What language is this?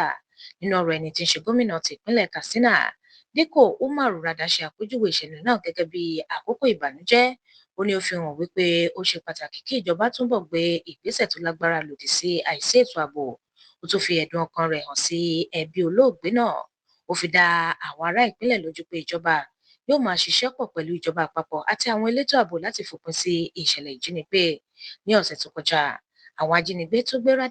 Yoruba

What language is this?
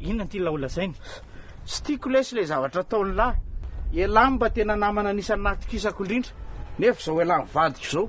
Malagasy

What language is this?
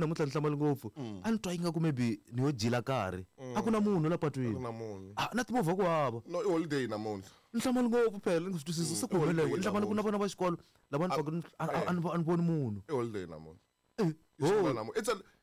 Tsonga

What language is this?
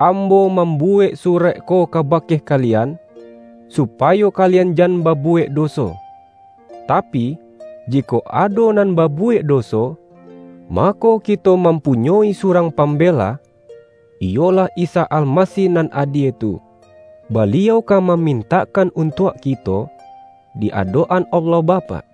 Minangkabau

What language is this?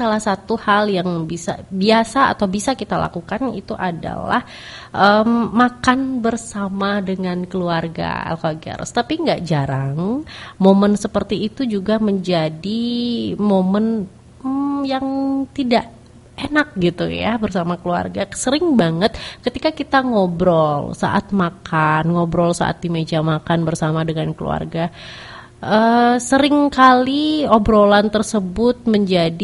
Indonesian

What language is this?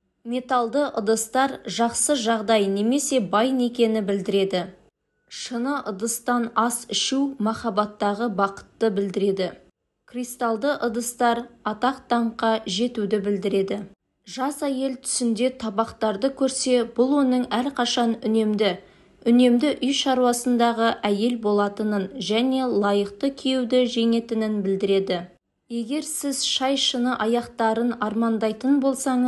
Kazakh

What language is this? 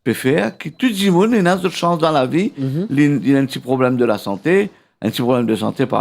Morisyen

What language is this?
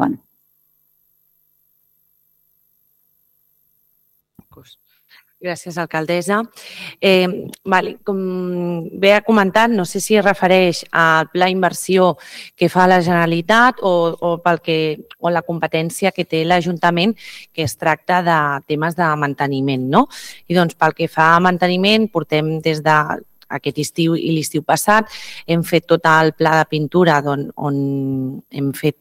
Catalan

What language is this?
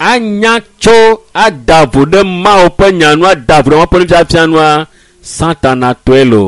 Ewe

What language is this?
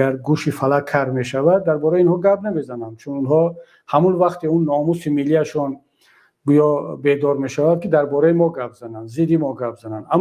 Tajik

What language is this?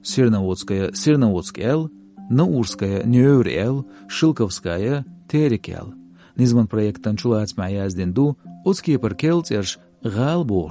Chechen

